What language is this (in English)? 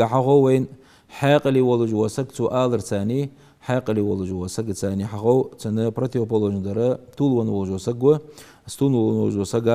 Ingush